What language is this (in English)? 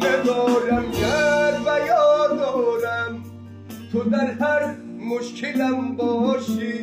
Tajik